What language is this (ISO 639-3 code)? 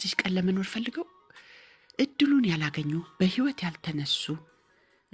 amh